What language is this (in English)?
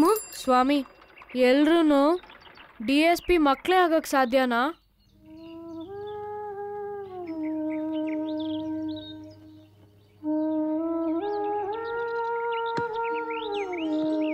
Kannada